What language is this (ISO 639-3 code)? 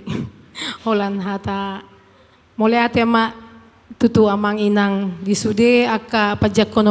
bbc